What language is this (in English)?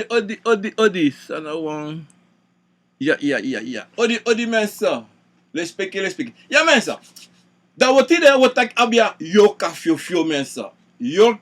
Sranan Tongo